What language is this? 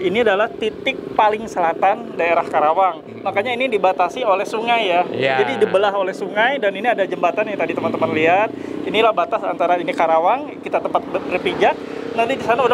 Indonesian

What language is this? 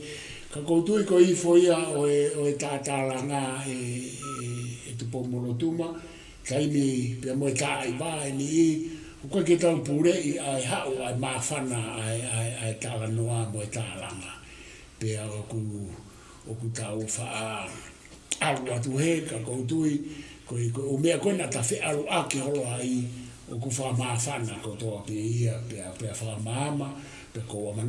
Tongan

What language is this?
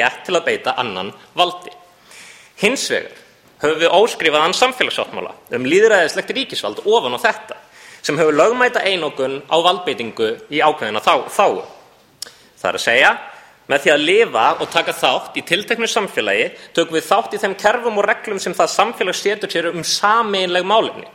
Icelandic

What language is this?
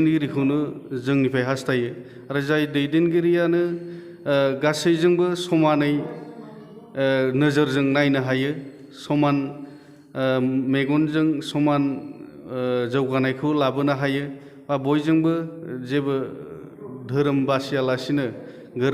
Bodo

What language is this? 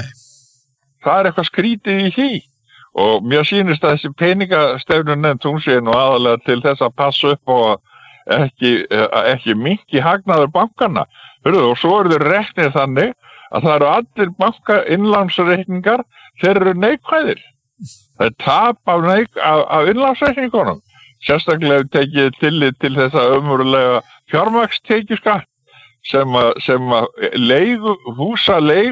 Icelandic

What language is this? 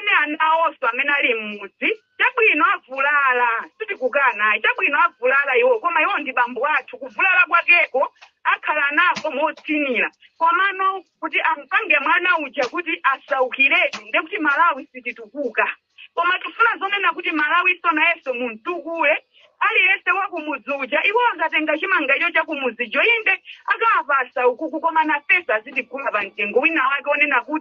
Nyanja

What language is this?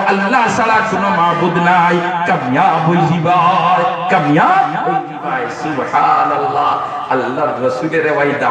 Sylheti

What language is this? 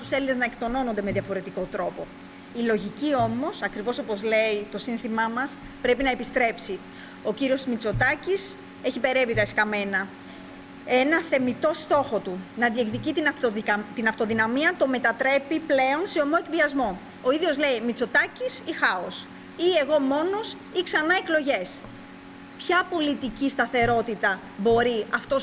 Greek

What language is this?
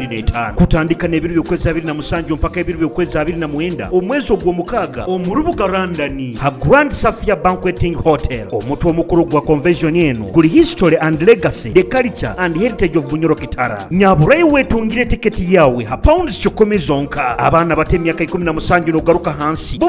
Nyoro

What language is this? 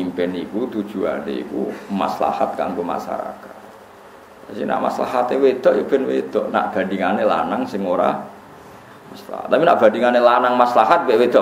Javanese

